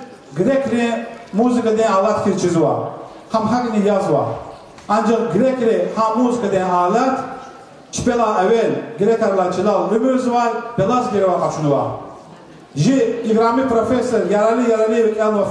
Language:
Lezghian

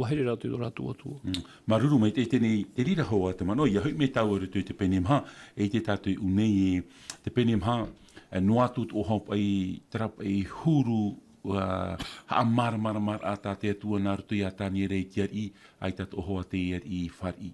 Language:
Tahitian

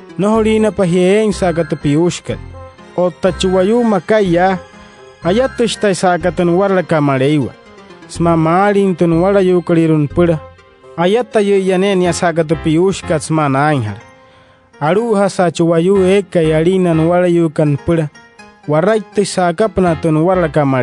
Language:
Wayuu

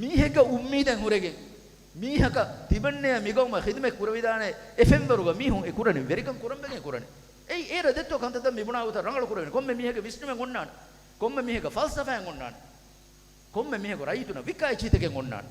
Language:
Divehi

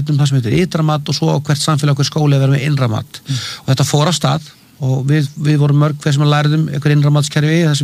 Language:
Icelandic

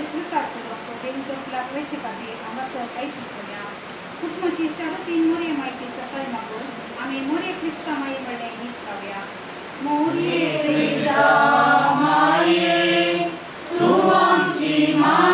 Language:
Konkani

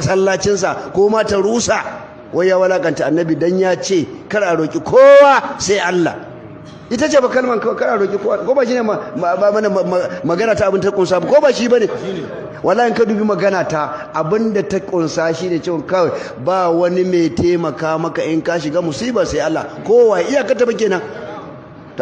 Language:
Hausa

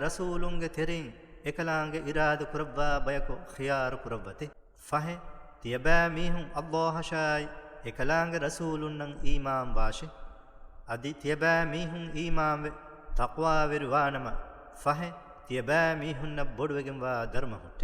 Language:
Divehi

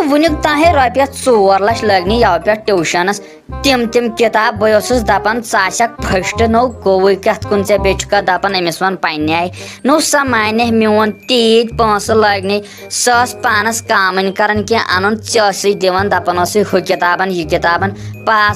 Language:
Kashmiri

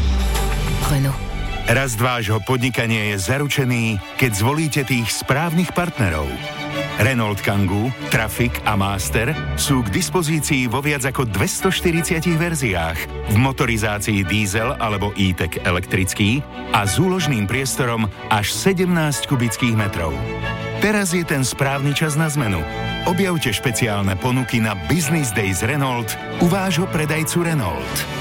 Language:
Slovak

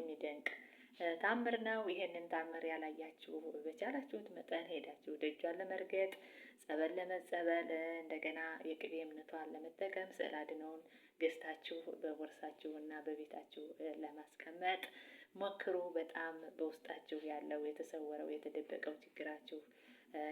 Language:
Amharic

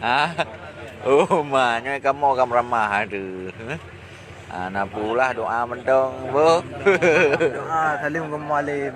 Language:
Achinese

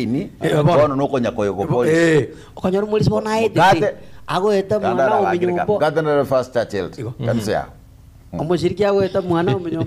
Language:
Gusii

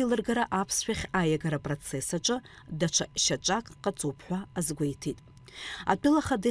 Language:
Abkhazian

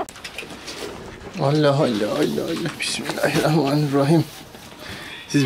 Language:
Turkish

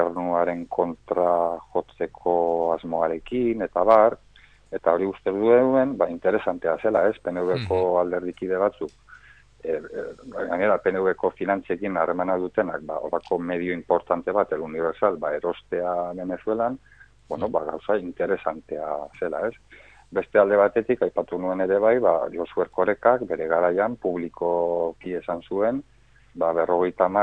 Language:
Basque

